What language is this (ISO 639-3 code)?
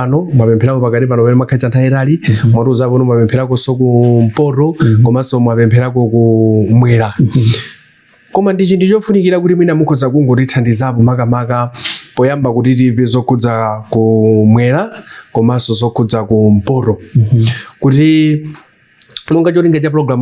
nya